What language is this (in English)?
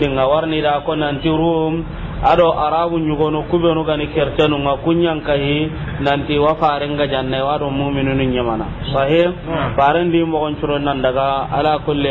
Soninke